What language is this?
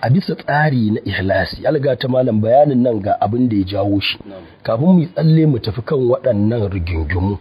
Hausa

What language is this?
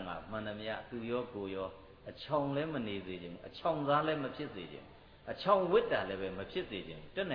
Burmese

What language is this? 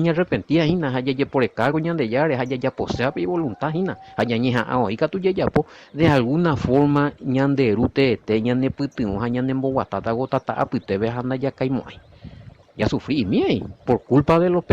Guarani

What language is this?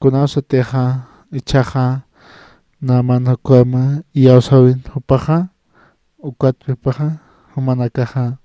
Aymara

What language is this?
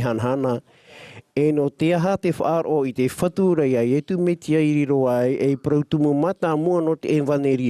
Tahitian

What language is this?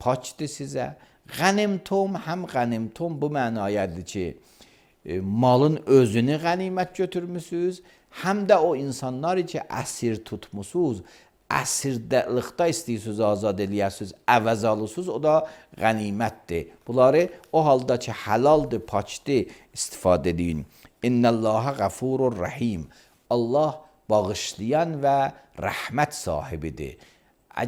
Azerbaijani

